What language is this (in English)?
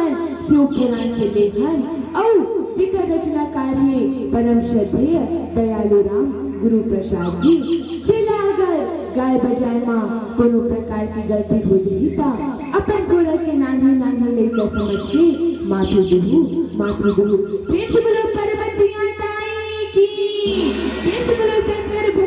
Chhattisgarhi